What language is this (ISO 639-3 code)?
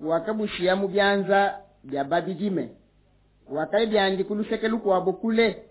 lua